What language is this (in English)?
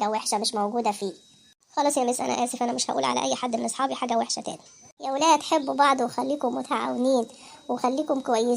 Egyptian Arabic